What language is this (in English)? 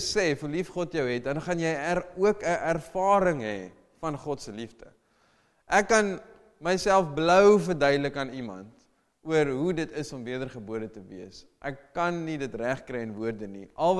Afrikaans